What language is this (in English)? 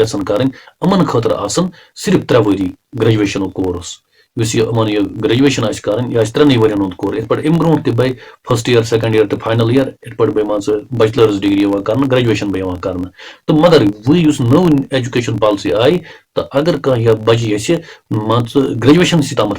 Kashmiri